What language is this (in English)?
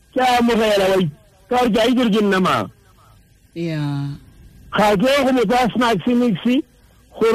Tswana